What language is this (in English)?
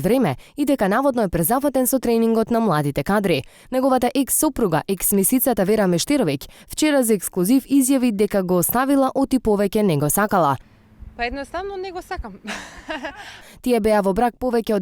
Macedonian